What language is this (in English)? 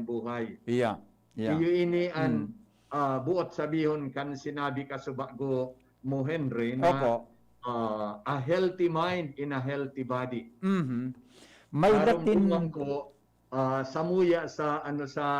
Bikol